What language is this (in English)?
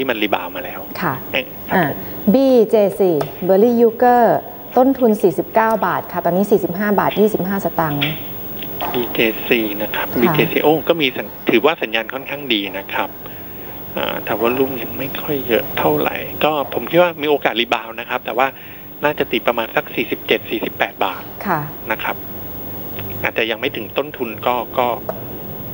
Thai